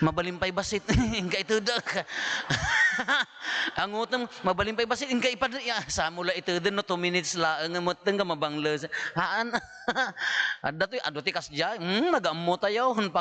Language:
Iloko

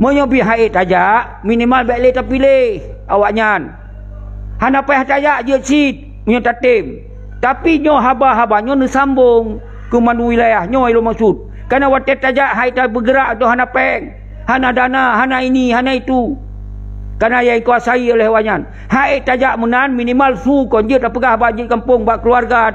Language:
Achinese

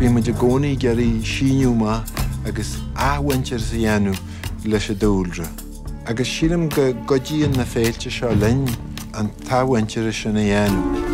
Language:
Irish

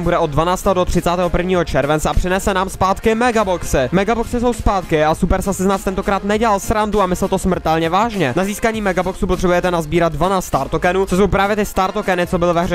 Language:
Czech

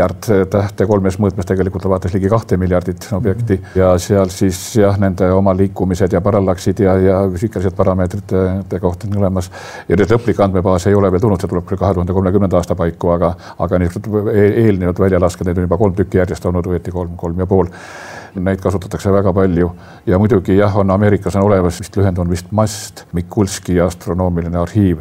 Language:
Estonian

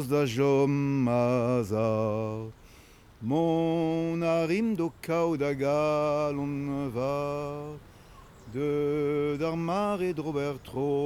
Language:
Breton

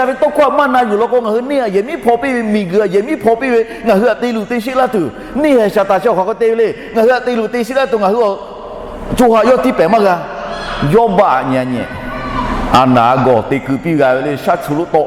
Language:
Lahu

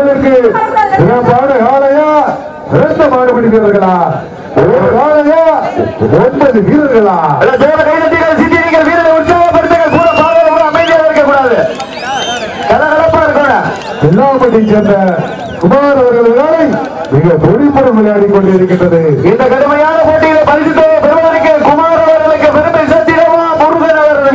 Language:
Tamil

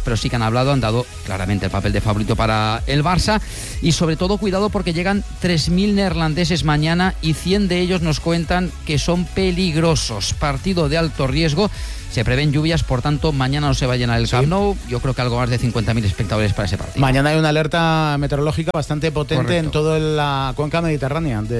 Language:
Spanish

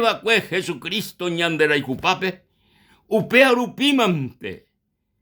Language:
Guarani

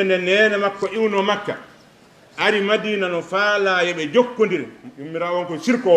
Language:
Fula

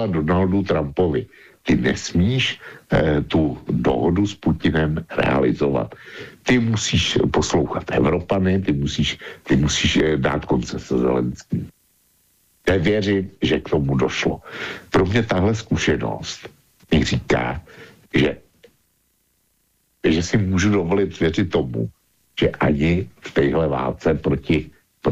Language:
Czech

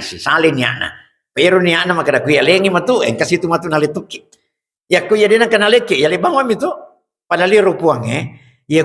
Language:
Buginese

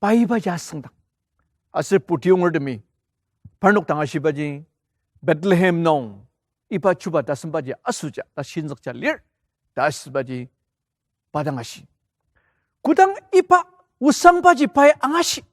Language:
Ao Naga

